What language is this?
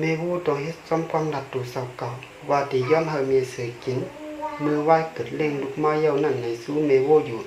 Shan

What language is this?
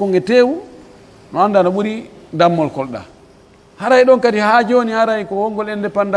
Pular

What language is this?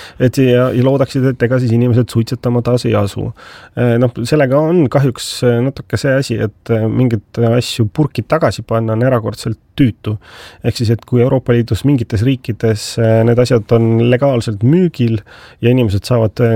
Estonian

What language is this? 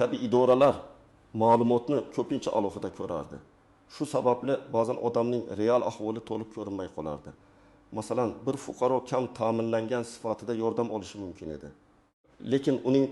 Uzbek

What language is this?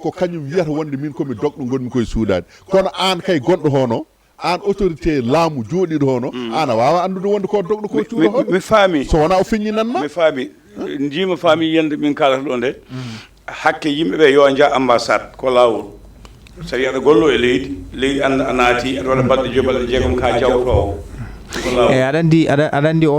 Fula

